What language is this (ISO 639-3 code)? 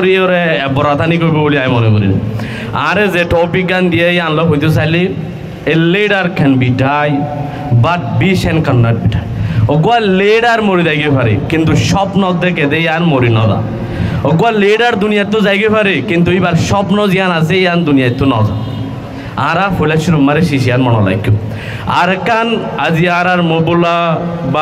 rhg